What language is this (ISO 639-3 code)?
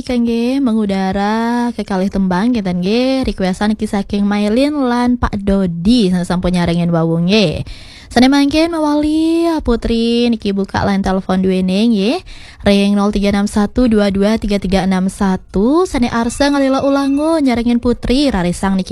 ban